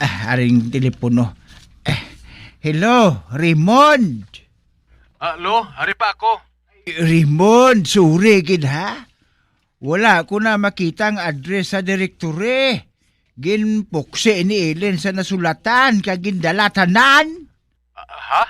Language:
Hiligaynon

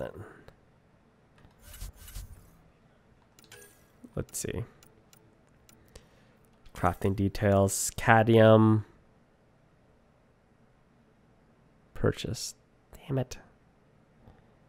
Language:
English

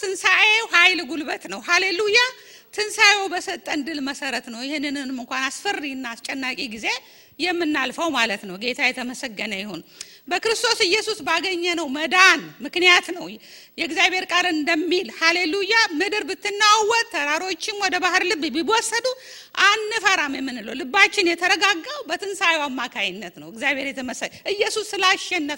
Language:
Amharic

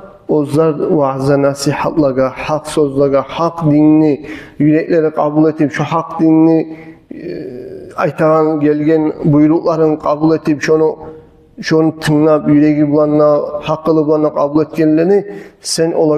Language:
Kumyk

